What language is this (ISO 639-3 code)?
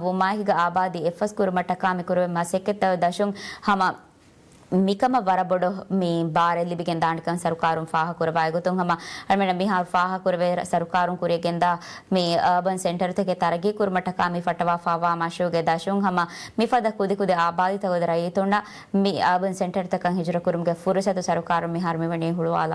div